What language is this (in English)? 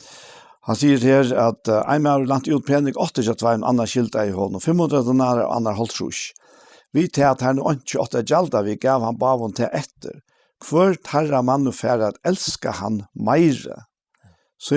Faroese